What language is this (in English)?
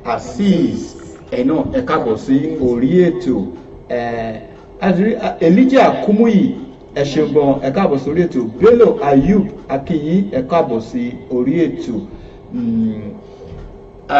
Yoruba